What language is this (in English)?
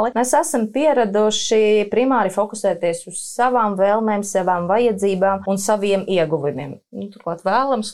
Latvian